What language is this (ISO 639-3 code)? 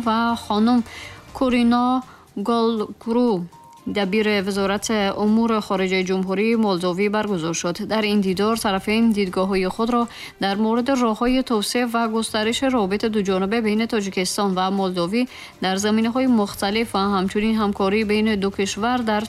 tgk